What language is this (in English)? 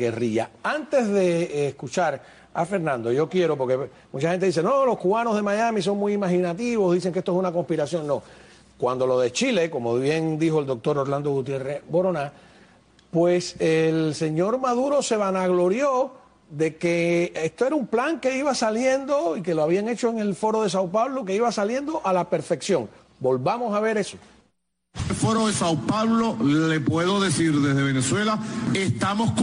Spanish